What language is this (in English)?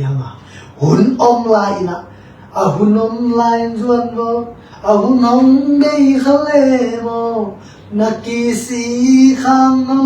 Tedim Chin